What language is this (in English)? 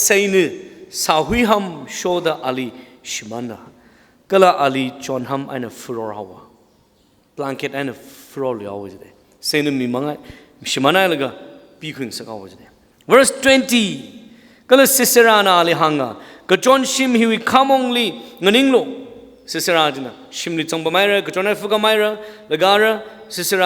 Tangkhul Naga (India)